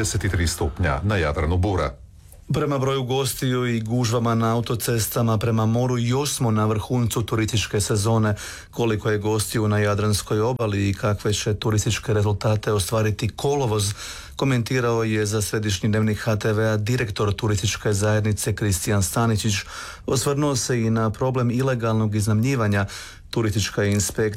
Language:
Croatian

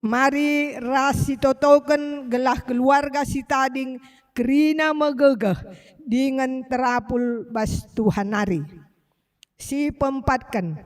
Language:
Batak Karo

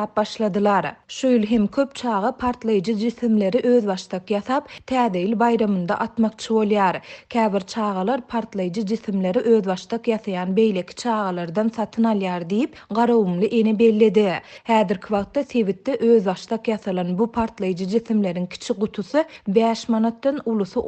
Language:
Turkmen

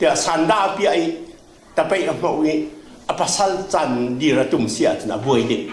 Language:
Falam Chin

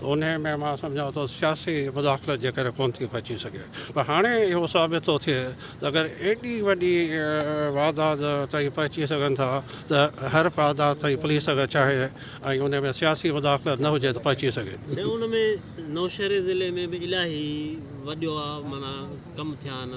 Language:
Sindhi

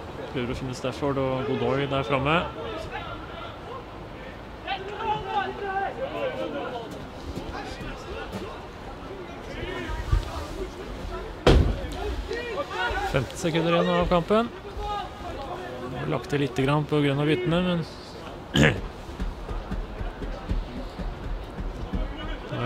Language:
Norwegian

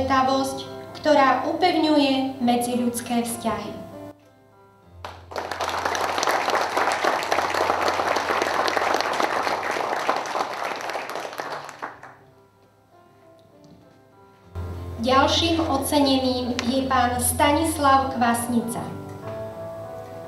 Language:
Slovak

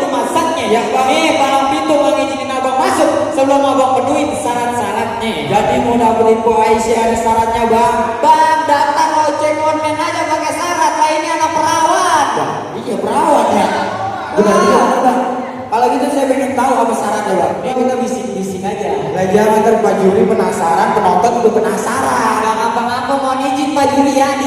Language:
Betawi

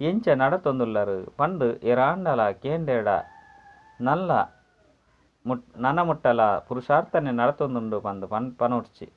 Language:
Tulu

